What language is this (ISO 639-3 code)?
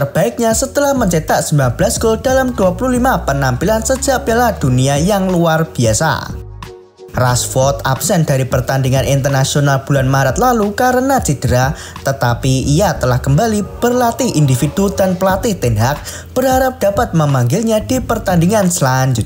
ind